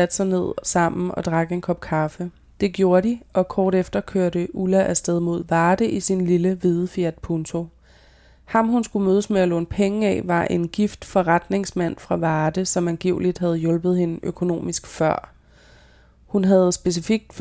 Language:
Danish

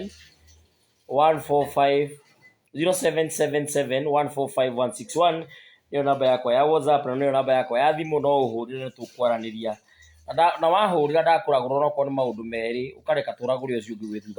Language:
Kikuyu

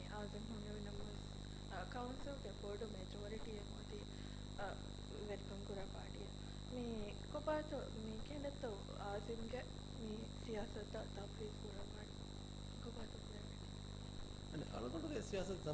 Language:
Divehi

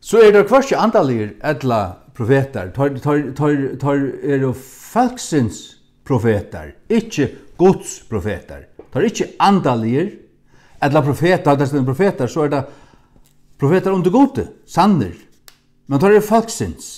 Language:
Faroese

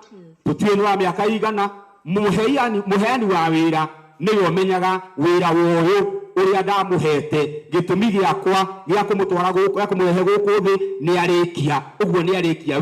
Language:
Kikuyu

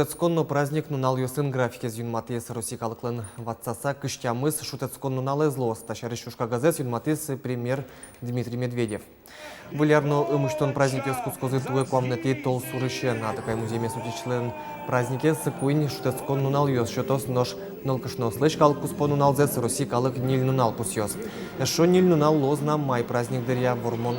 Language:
Udmurt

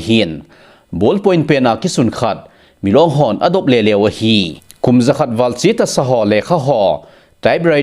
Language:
Thado Chin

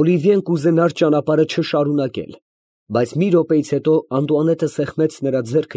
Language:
Armenian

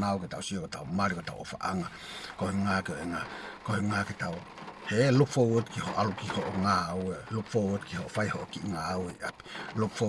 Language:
Tongan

